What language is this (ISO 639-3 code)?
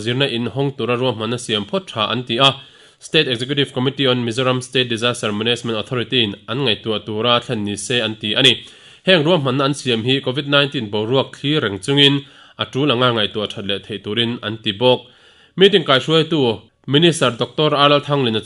lus